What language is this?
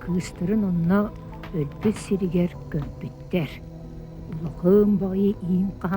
Yakut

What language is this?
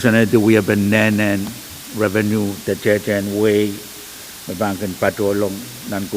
Pohnpeian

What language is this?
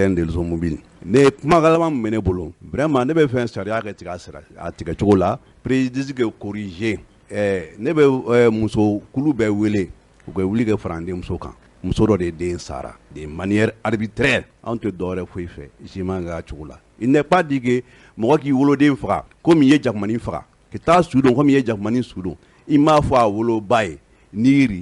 Bambara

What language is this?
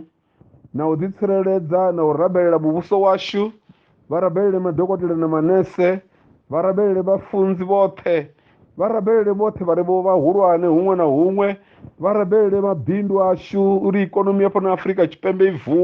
Venda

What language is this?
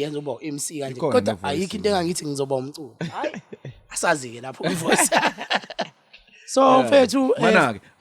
Zulu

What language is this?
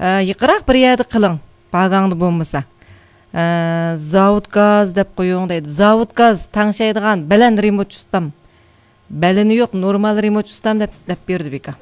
Uyghur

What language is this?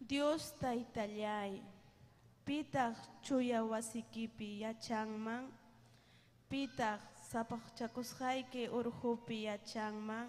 Ayacucho Quechua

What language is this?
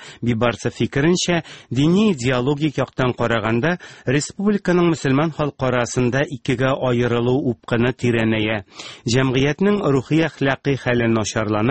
Tatar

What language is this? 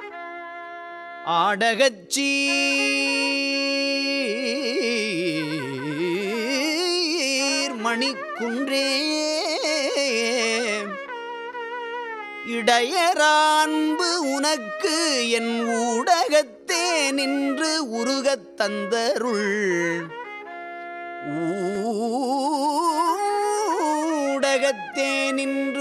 Tamil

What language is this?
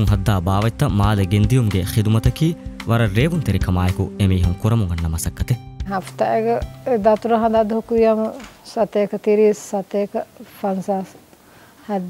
Divehi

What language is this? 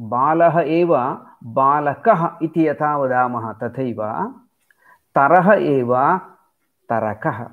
Sanskrit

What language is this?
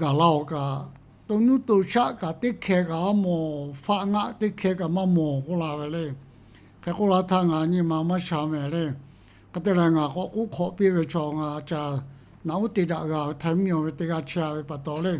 Lahu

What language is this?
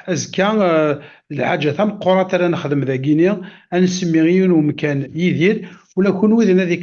Kabyle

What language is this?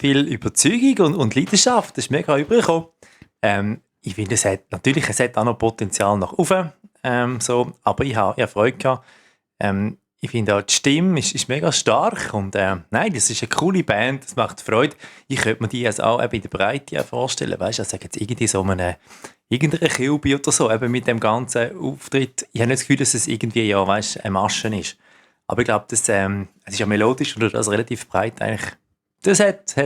Swiss German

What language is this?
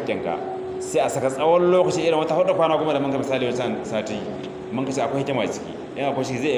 Hausa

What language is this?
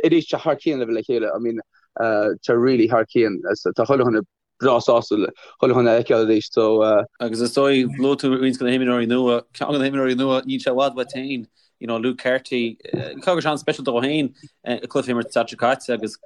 Irish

